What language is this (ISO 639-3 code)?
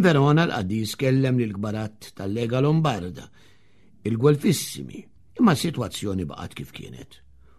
mlt